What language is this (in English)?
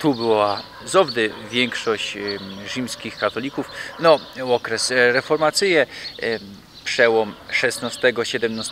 Silesian